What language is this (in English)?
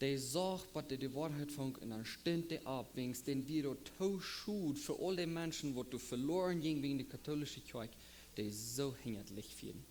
Plautdietsch